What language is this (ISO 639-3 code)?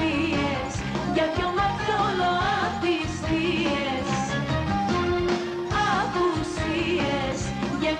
ell